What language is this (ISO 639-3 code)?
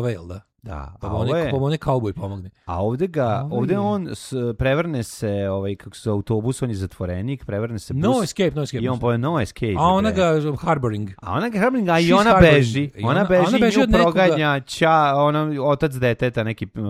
srp